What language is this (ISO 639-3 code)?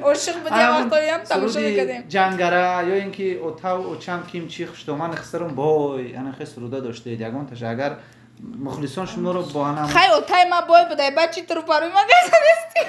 tgk